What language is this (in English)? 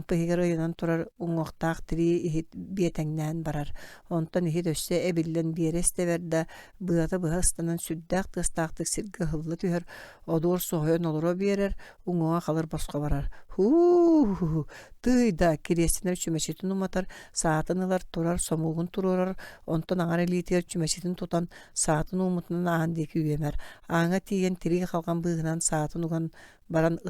Yakut